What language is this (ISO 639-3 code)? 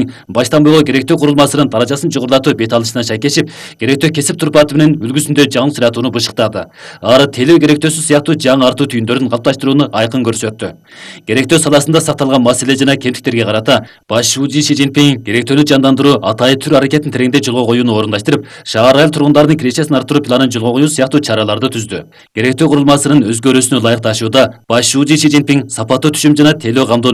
kir